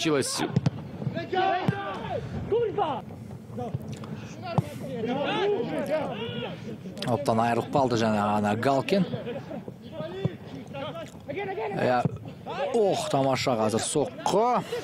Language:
Kazakh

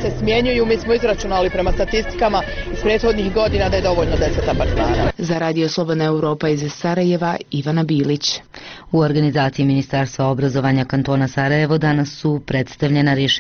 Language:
Bosnian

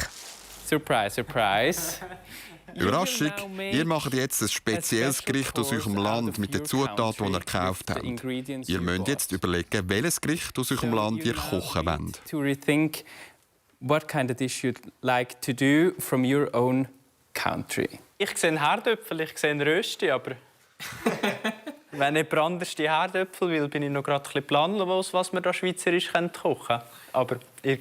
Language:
Swiss German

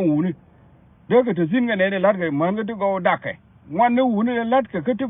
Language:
Nuer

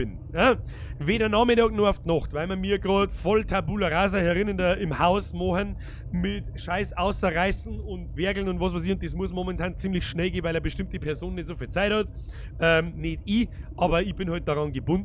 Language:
Bavarian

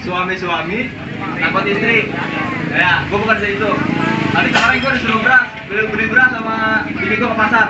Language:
Betawi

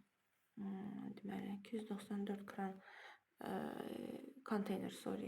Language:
Azerbaijani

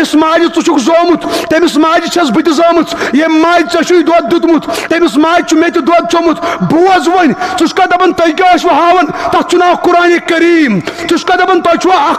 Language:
Kashmiri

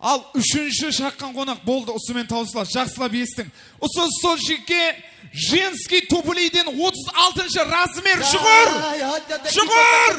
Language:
Kara-Kalpak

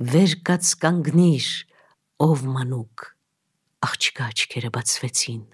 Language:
Armenian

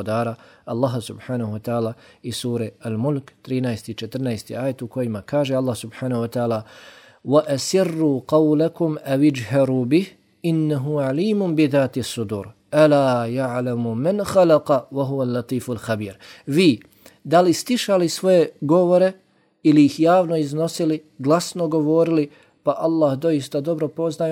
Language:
Bosnian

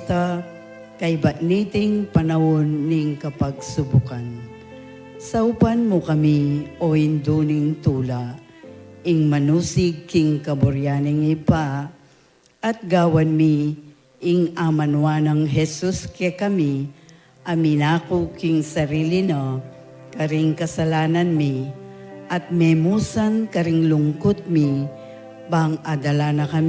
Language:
Pampanga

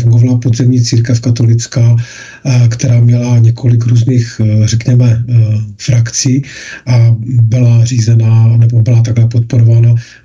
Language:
Czech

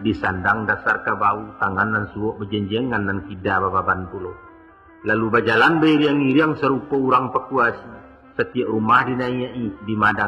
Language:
Minangkabau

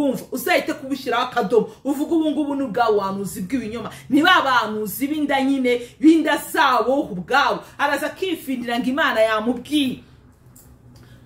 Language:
Kinyarwanda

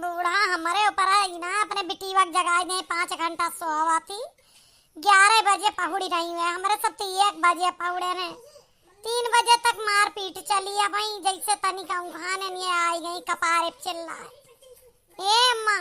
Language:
Awadhi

